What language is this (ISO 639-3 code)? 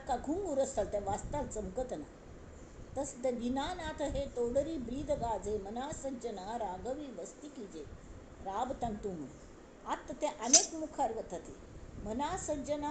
kok